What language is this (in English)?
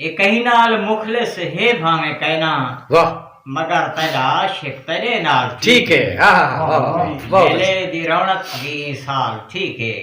Saraiki